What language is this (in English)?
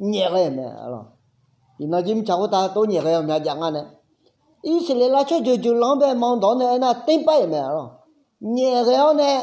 Akha